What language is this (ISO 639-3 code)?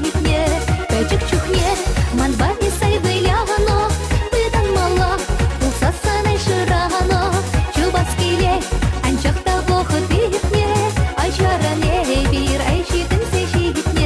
chv